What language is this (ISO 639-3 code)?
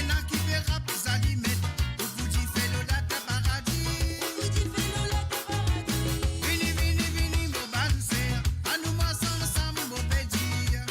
mfe